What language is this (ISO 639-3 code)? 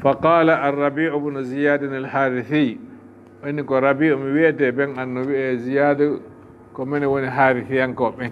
ful